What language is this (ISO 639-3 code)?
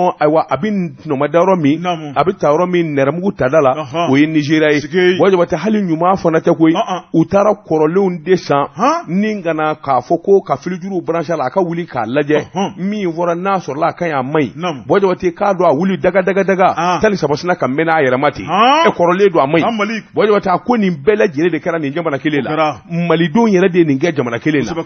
bam